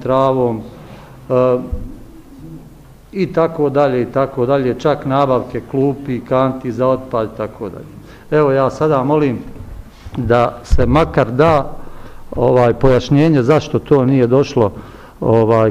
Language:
Bosnian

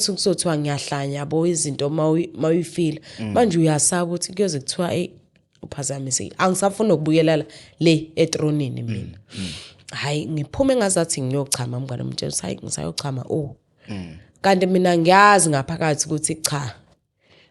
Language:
Zulu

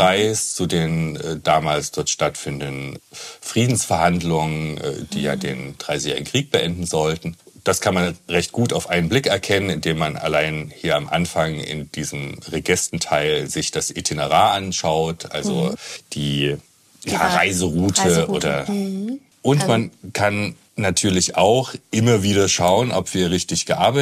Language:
German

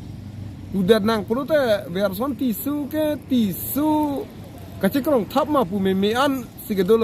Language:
Karbi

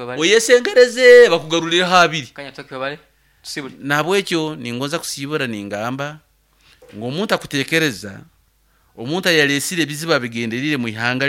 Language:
Nyoro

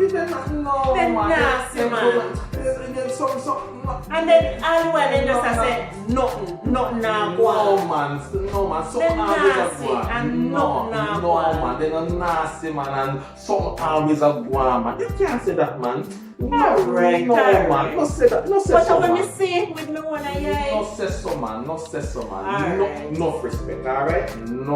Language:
Jamaican Creole English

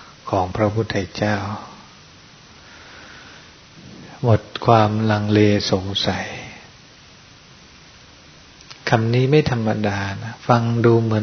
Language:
Thai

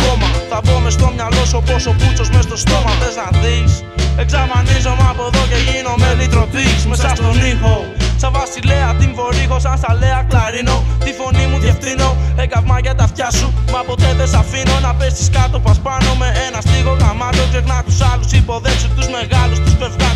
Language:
Greek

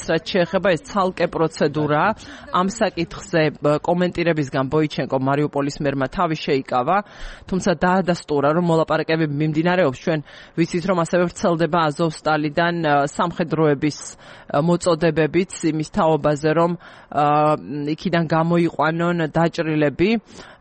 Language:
Georgian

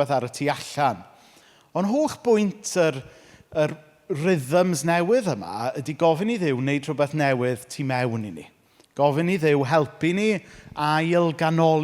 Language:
Welsh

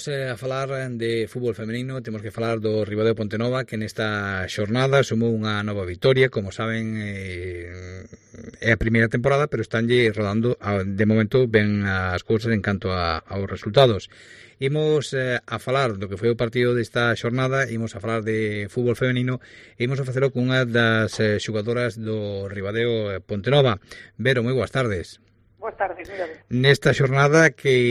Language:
Galician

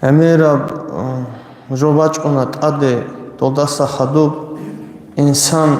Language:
Avaric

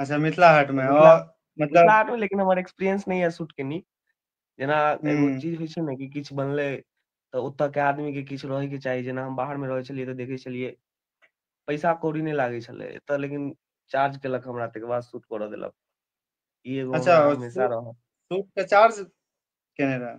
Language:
Maithili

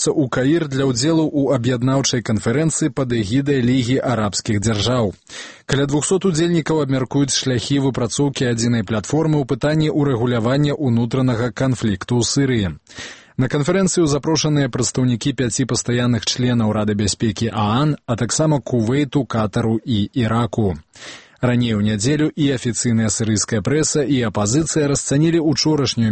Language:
Belarusian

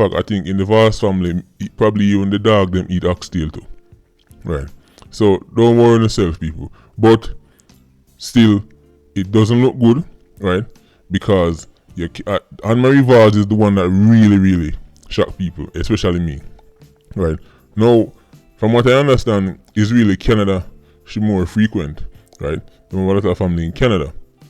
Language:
Jamaican Creole English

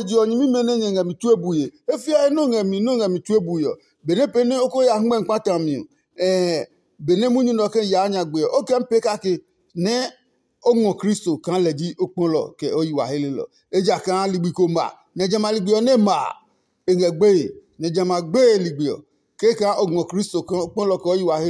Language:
Adangme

